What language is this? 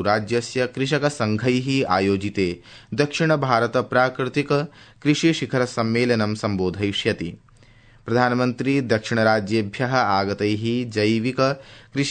Sanskrit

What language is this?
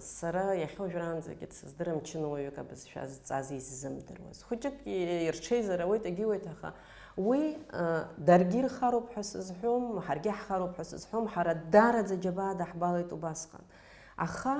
Abkhazian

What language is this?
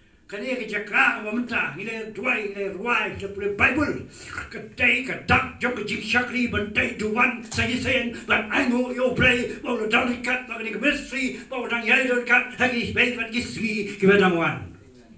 Khasi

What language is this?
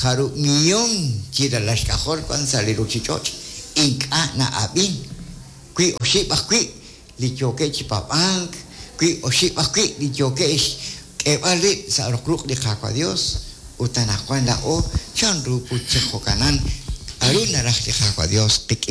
Kekchí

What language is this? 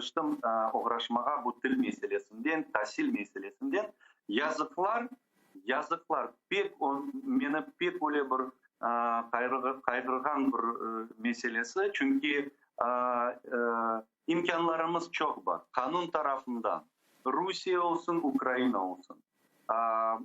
Crimean Tatar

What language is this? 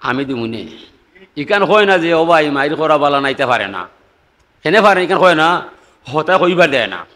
Sylheti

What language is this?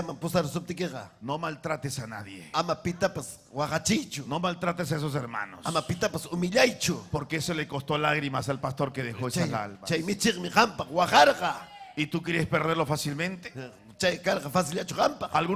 Ayacucho Quechua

